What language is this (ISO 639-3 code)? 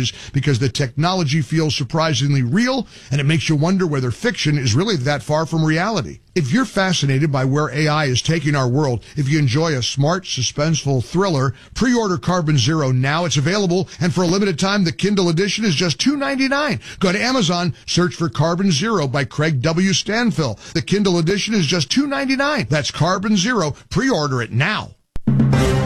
eng